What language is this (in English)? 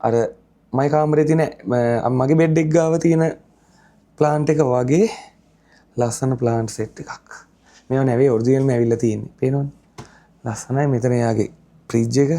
Sinhala